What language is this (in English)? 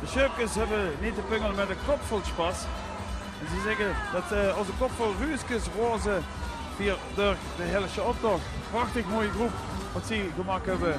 Limburgish